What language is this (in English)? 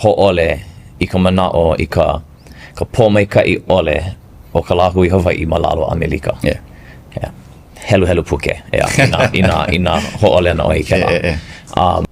Hawaiian